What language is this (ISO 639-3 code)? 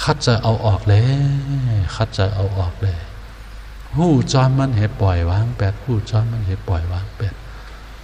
shn